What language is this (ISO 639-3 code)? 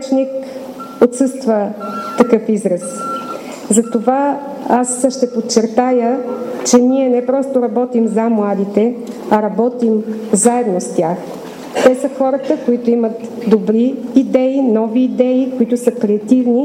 bul